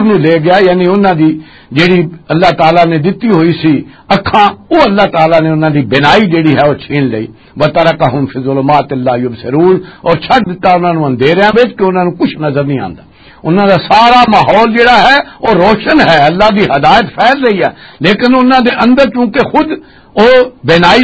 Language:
Western Panjabi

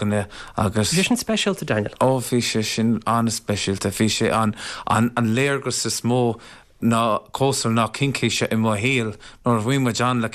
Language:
Irish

